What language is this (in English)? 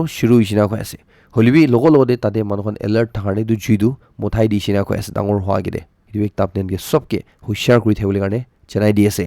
Naga Pidgin